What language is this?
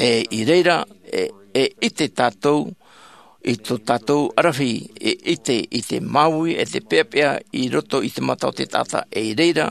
Tahitian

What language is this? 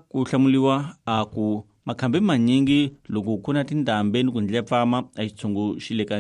Tsonga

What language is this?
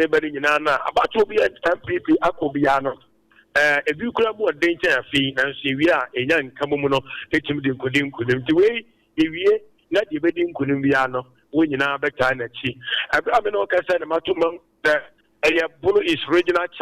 Akan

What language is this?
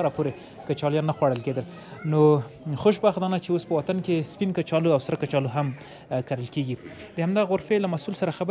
Pashto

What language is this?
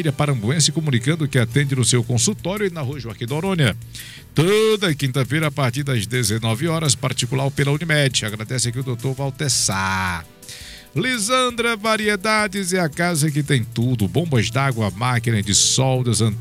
Portuguese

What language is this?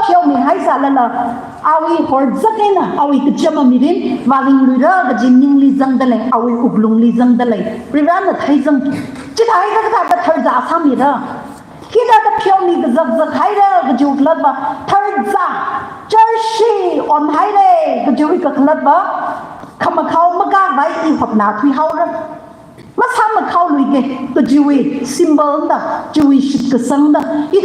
Tangkhul Naga (India)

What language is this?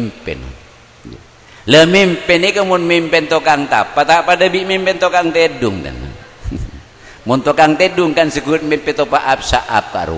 Madurese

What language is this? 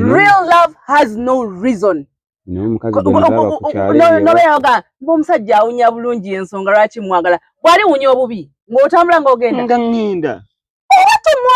Ganda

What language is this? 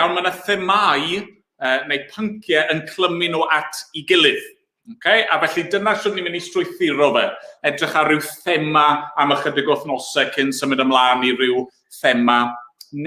Welsh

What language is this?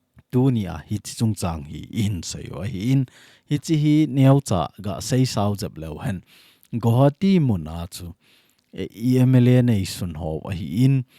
Thado Chin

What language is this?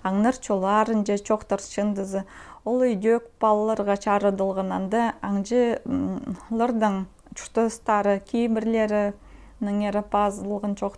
Khakas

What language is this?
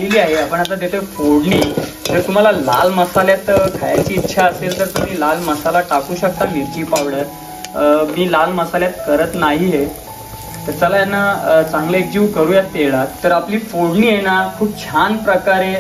Marathi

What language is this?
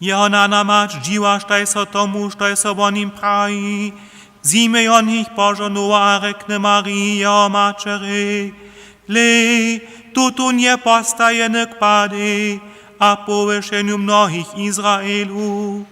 Upper Sorbian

